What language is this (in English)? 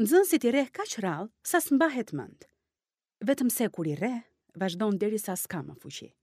Albanian